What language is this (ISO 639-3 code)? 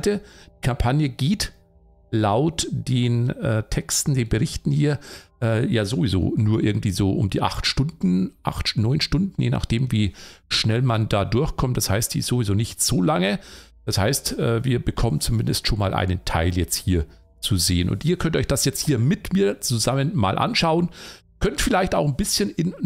deu